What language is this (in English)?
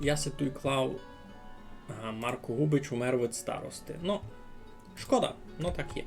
Rusyn